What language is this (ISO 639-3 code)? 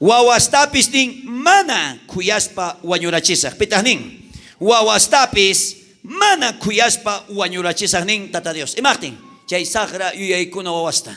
quh